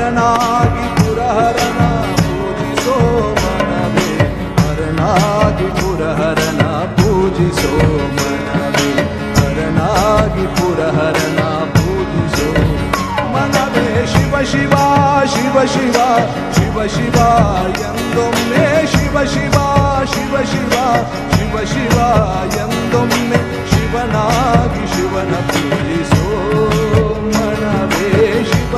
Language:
Kannada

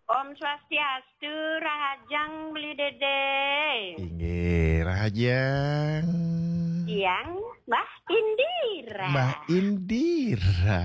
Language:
Balinese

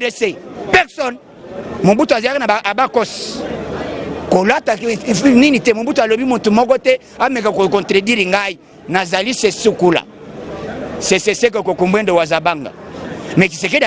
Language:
Lingala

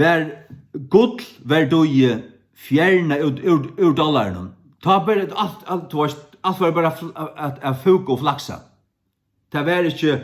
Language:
Faroese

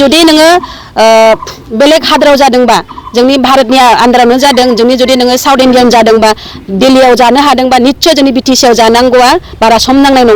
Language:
Bodo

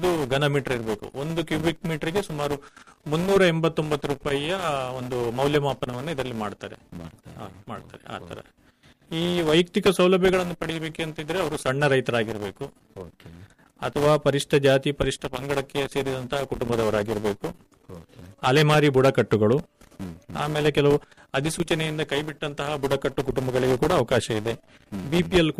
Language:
Kannada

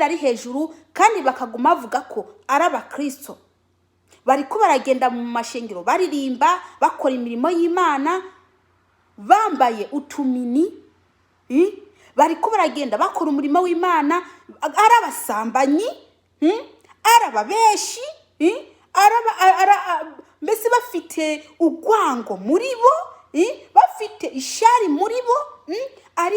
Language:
Rundi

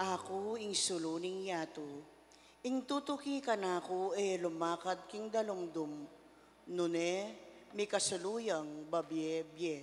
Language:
Pampanga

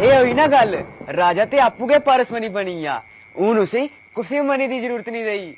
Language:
Dogri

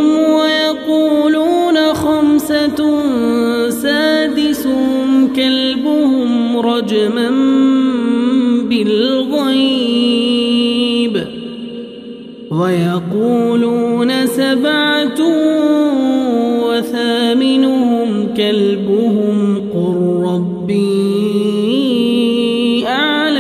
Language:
Arabic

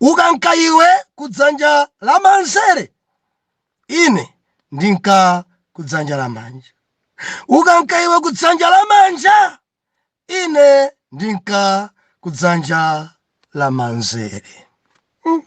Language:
Nyanja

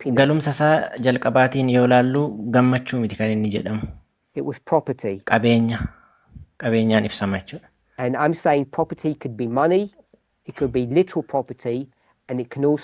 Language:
Oromo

